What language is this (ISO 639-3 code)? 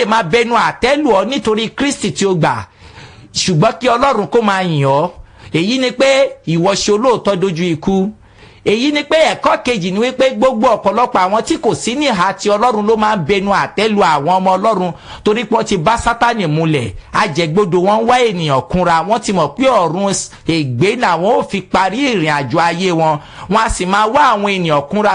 yor